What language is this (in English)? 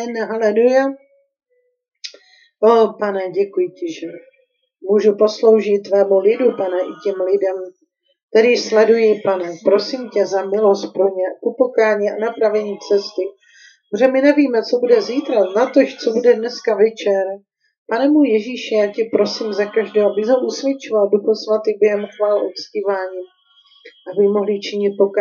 Czech